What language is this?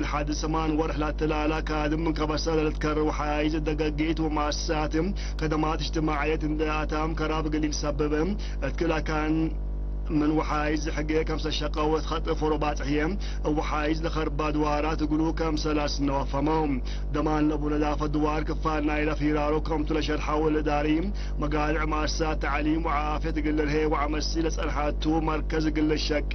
Tigre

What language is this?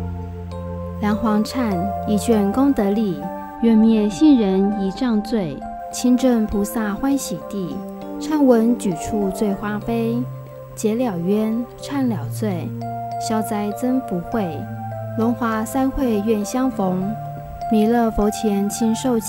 Chinese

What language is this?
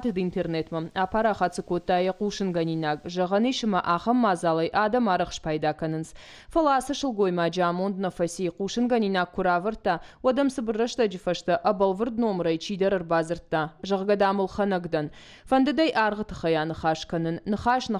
Ossetic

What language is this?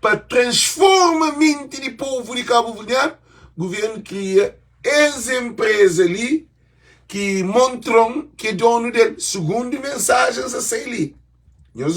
Kabuverdianu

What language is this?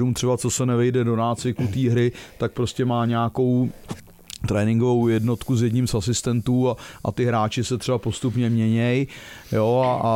Czech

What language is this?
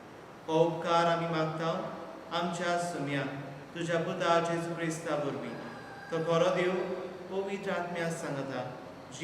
Konkani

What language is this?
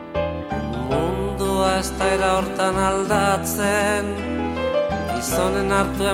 Basque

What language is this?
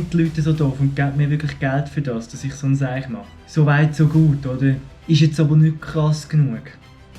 Swiss German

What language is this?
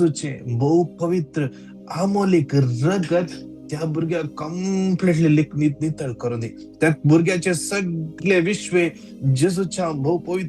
Konkani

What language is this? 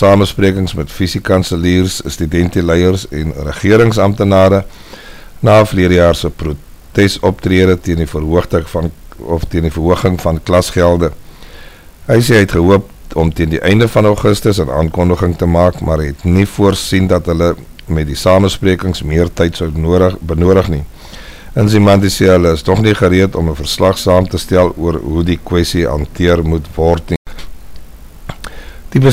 Afrikaans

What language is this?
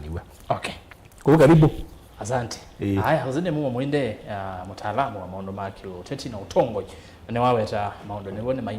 Kamba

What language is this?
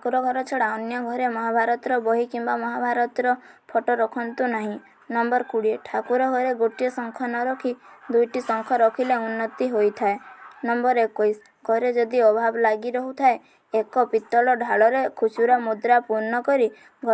Odia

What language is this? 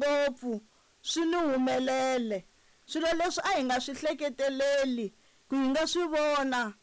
Tsonga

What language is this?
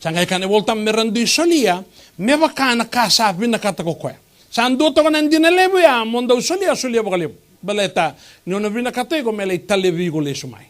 Fijian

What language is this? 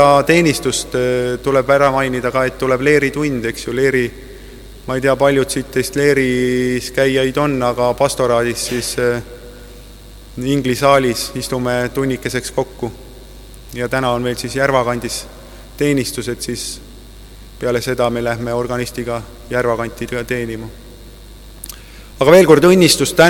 Estonian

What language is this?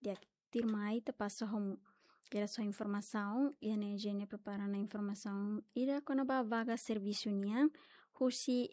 Tetum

